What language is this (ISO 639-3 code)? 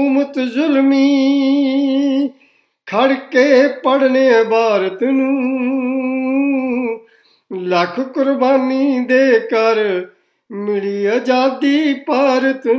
pan